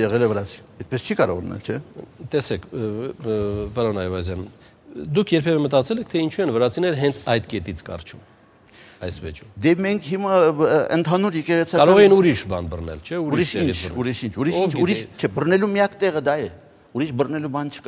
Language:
Armenian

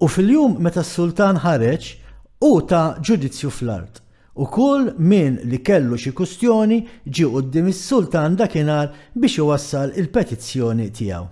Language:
Maltese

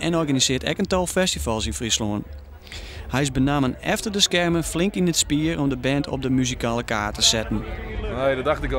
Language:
Western Frisian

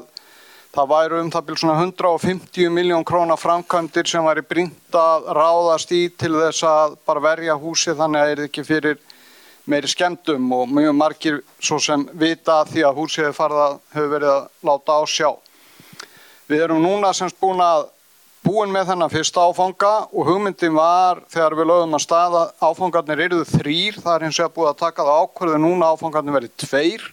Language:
Icelandic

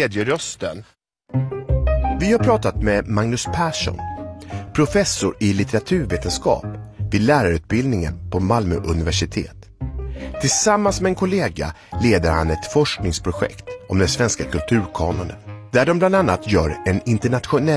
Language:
Swedish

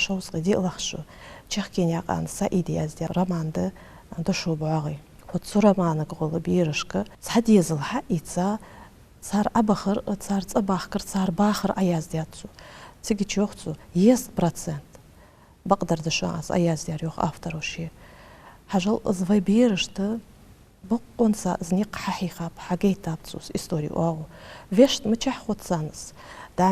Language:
Ingush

